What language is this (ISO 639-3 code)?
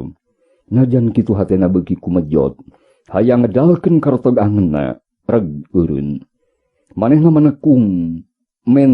sun